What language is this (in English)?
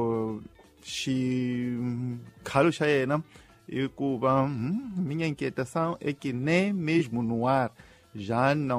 Tsonga